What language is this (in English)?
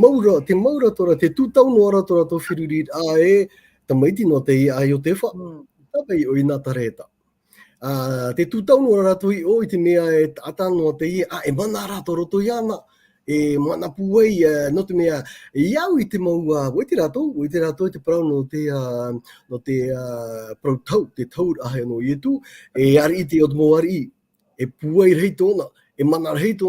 Tahitian